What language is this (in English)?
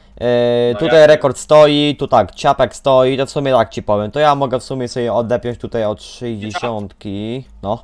Polish